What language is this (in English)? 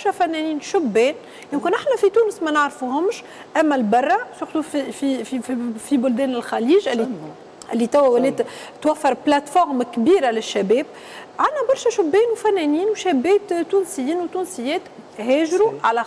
Tunisian Arabic